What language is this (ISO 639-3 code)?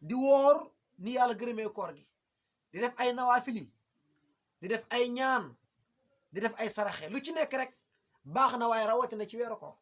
wol